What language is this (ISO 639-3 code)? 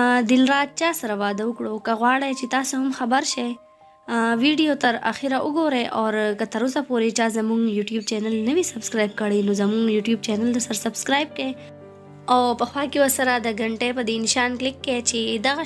pus